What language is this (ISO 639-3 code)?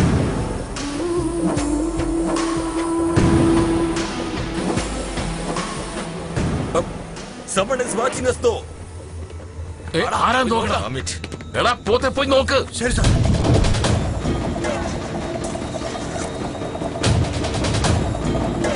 mal